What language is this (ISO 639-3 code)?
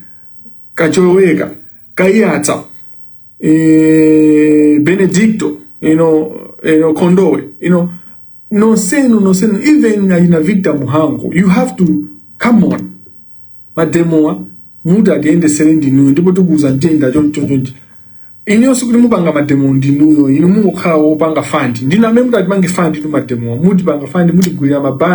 nya